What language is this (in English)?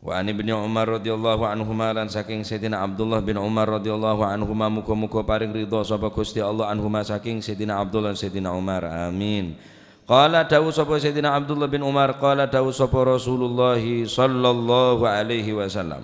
Madurese